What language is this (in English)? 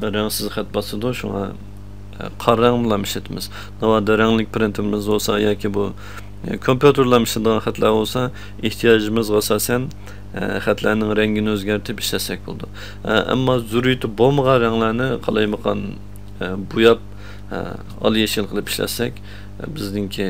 Uyghur